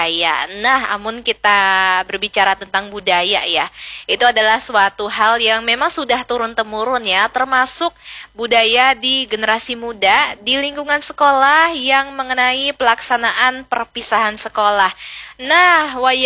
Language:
Banjar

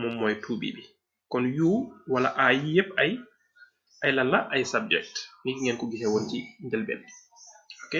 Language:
Wolof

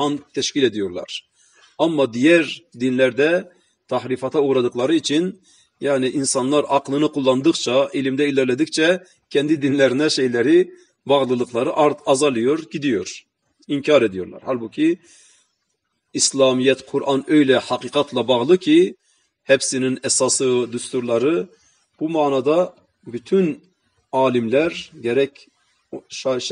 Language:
Turkish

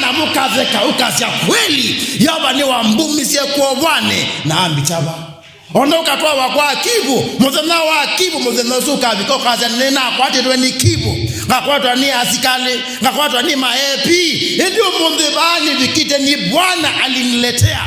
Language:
Kamba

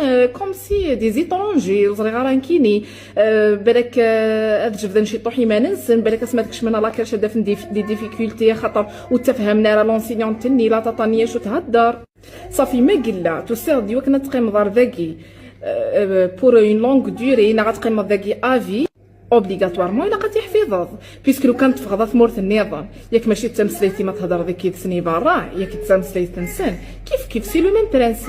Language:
Kabyle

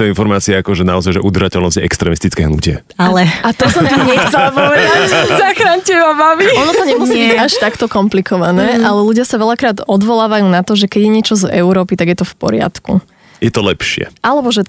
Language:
Slovak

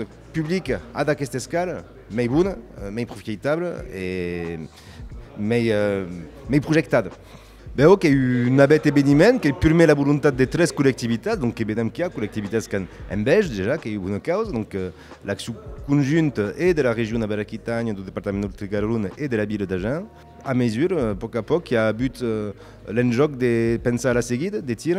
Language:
Occitan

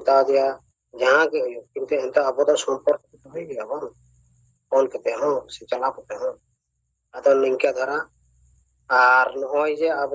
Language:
Santali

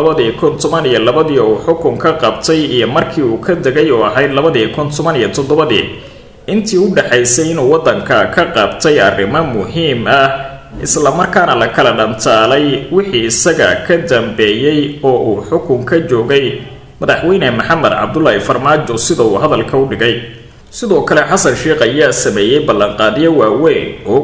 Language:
Somali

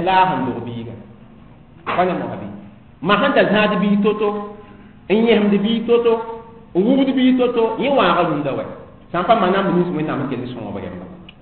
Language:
Mossi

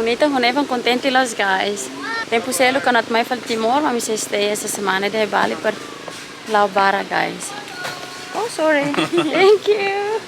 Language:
Tetum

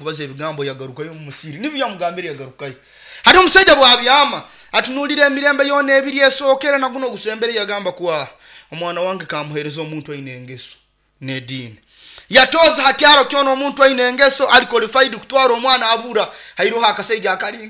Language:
Nyoro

